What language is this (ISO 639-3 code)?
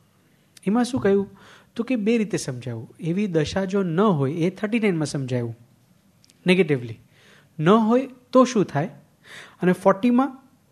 guj